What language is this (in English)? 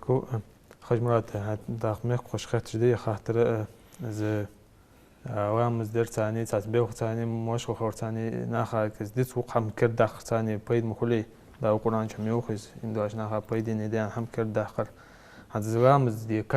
Ingush